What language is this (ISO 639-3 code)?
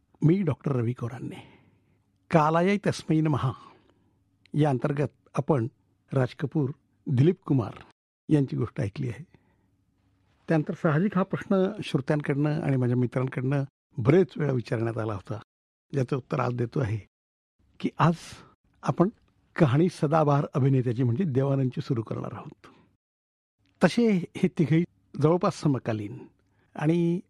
mar